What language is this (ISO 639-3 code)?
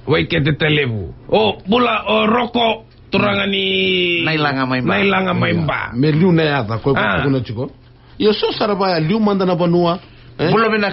fij